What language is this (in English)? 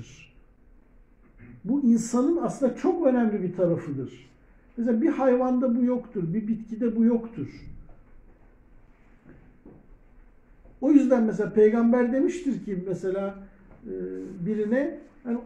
Turkish